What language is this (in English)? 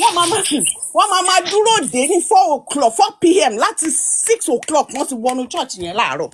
Yoruba